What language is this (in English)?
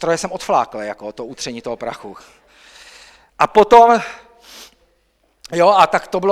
Czech